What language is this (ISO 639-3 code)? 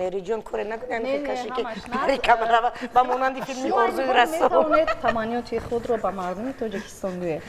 tgk